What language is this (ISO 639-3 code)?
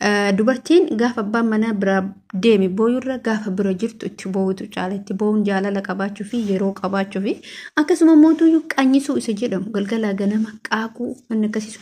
orm